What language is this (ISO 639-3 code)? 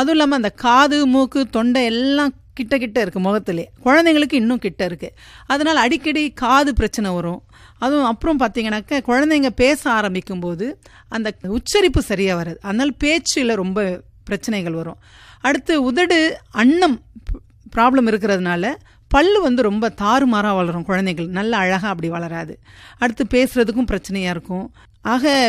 tam